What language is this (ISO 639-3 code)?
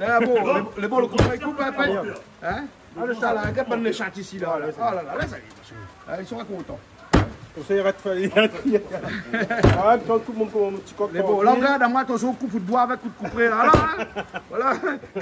rcf